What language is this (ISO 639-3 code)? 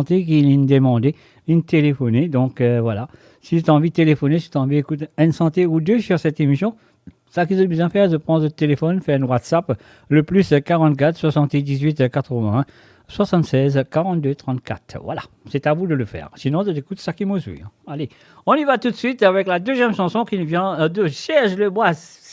mfe